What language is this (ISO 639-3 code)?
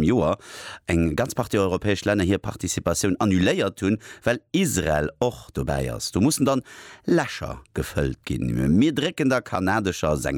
ltz